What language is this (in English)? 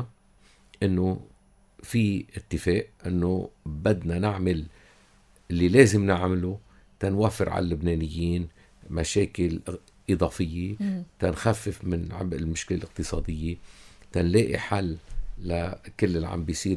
North Levantine Arabic